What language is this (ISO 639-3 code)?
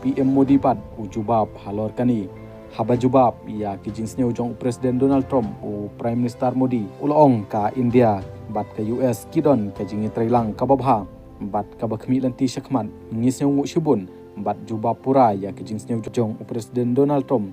kha